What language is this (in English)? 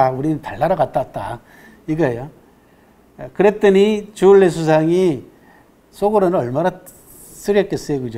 Korean